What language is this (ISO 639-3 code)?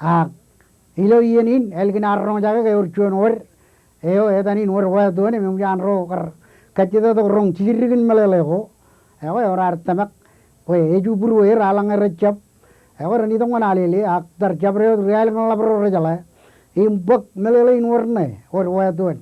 mah